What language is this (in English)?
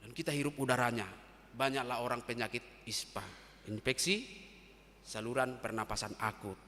Batak Toba